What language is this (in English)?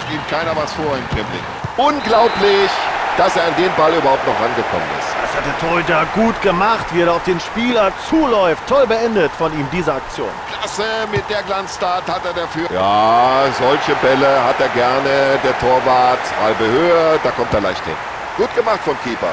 Bavarian